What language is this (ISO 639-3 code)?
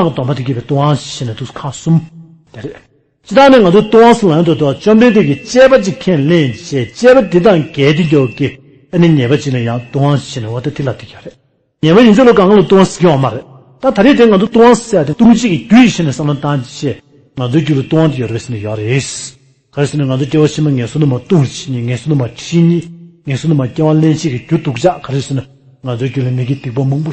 bod